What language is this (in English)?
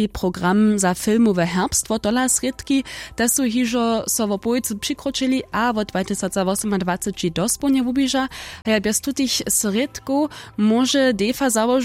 Upper Sorbian